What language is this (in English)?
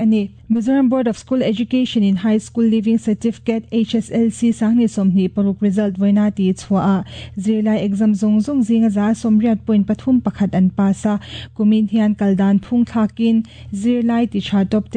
Mizo